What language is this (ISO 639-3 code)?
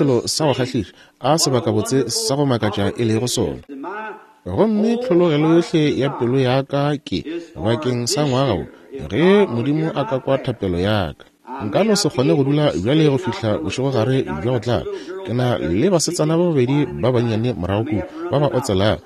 nso